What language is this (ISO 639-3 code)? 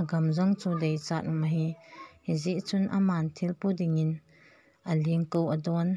tcz